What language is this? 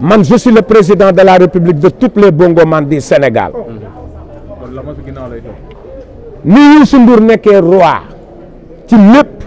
Wolof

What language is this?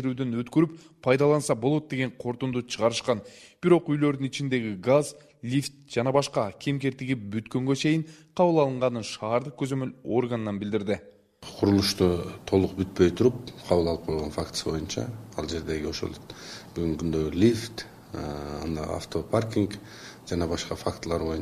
Kyrgyz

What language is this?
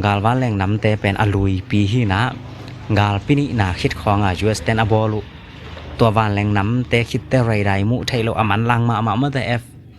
Tedim Chin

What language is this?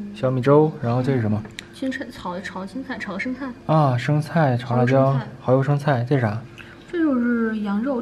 Chinese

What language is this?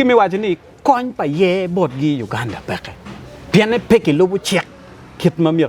Acoli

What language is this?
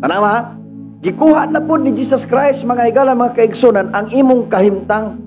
Cebuano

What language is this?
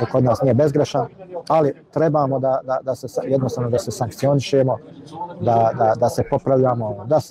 Bosnian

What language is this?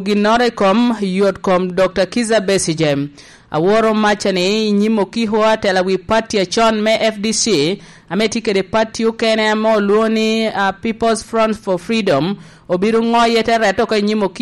Lango (Uganda)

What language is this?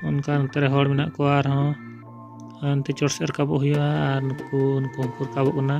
Santali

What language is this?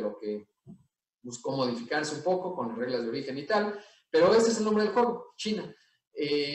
Spanish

